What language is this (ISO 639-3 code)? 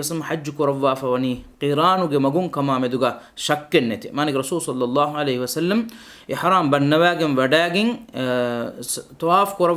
div